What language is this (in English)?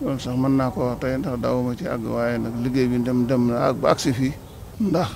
Wolof